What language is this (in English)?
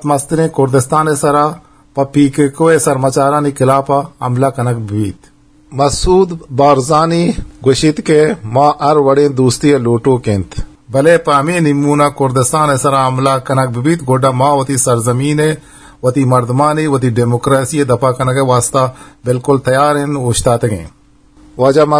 Eastern Balochi